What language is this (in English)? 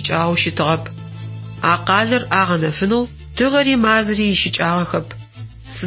Adyghe